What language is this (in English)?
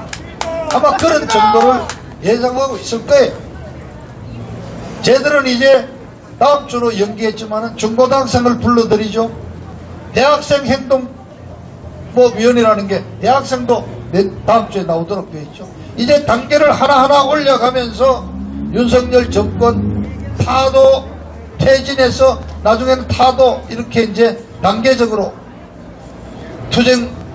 Korean